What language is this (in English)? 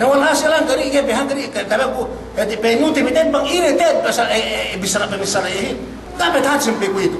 Yakan